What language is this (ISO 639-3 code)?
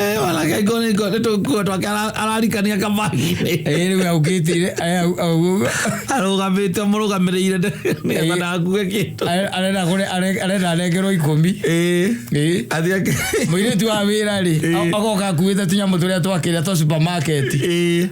kik